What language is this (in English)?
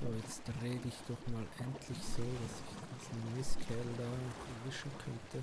Swiss German